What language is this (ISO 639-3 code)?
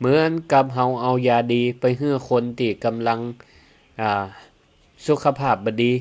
nod